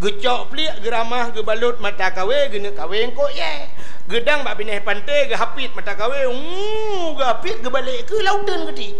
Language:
Achinese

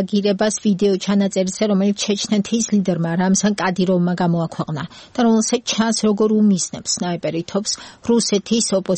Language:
Georgian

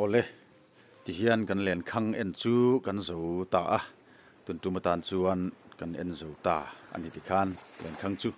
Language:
Mizo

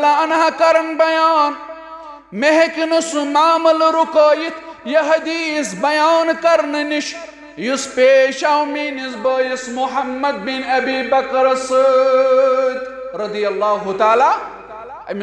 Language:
Kashmiri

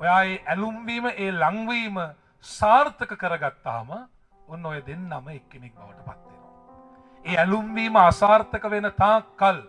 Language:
Sinhala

